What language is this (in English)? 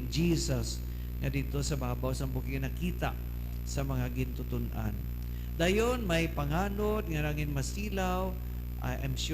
Hiligaynon